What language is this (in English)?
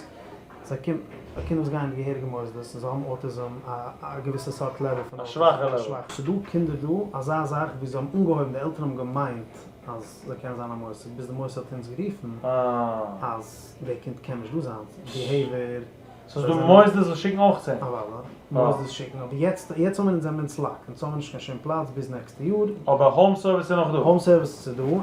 Yiddish